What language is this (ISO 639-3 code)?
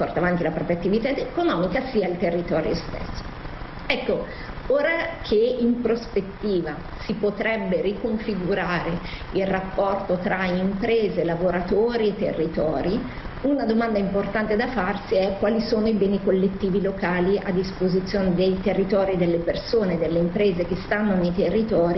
ita